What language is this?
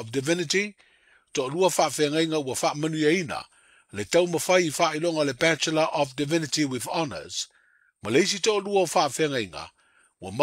Samoan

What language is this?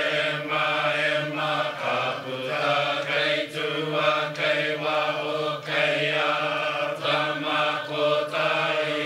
Māori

